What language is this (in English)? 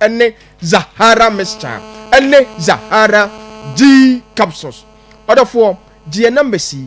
Akan